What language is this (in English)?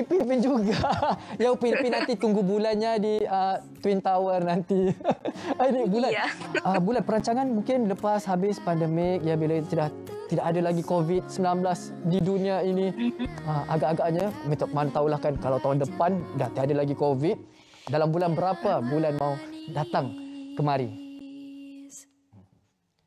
Malay